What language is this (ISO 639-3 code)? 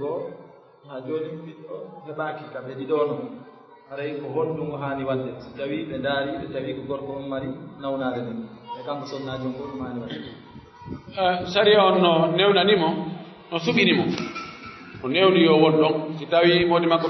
fuf